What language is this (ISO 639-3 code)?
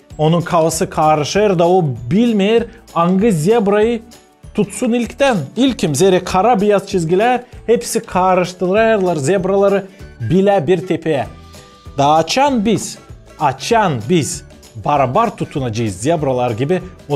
gag